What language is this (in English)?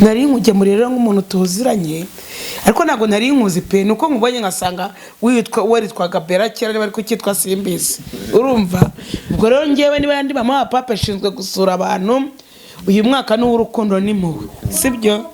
Kinyarwanda